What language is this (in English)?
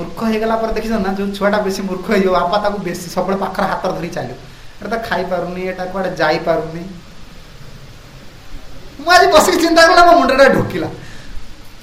Odia